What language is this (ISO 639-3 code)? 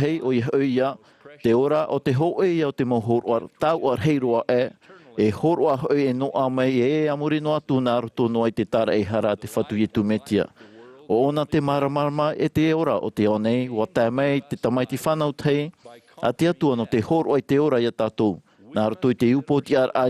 tah